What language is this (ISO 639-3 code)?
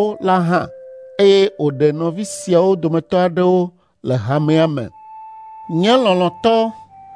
ewe